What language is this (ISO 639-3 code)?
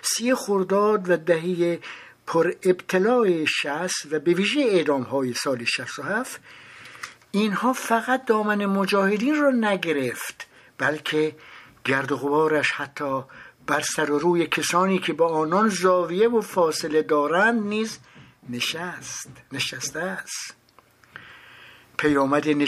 fas